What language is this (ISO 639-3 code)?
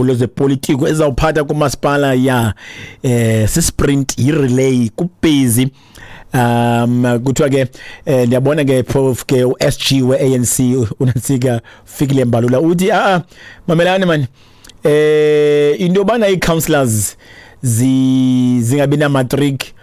xho